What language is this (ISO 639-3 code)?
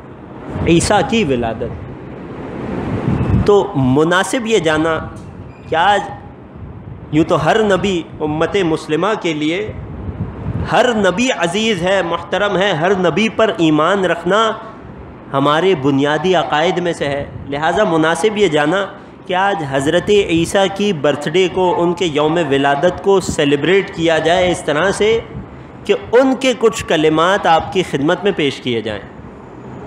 urd